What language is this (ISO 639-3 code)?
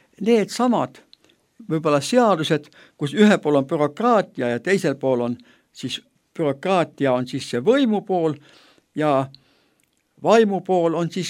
est